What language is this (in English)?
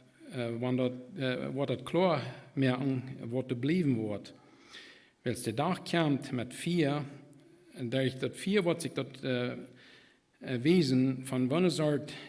Plautdietsch